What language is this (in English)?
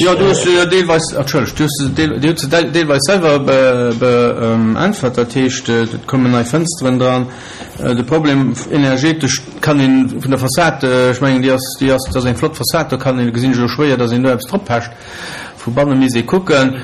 Luxembourgish